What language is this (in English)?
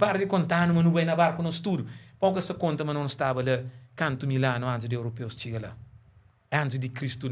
Kabuverdianu